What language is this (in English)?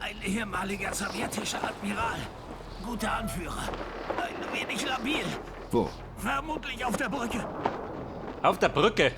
Bavarian